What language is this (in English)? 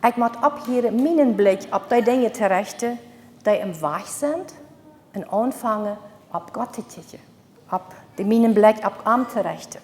Plautdietsch